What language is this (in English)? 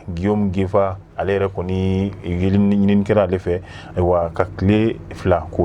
Bambara